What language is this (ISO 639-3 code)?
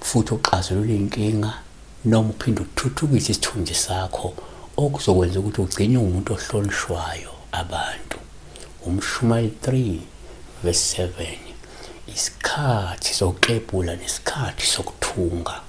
zul